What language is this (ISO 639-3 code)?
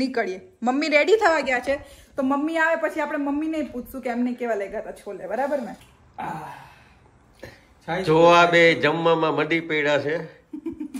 guj